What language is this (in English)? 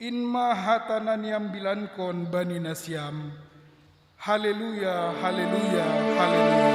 Batak Simalungun